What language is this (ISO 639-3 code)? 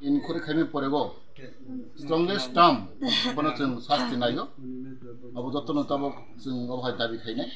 trp